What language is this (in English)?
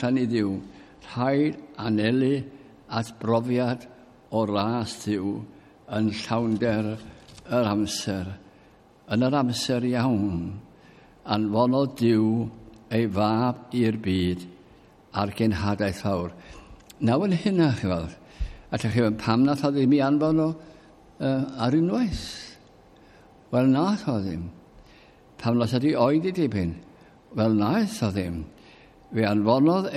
Welsh